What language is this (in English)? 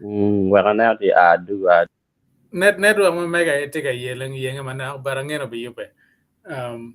Acoli